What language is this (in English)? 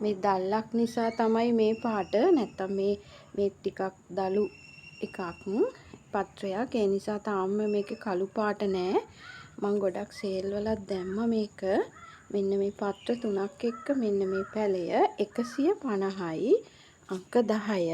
Sinhala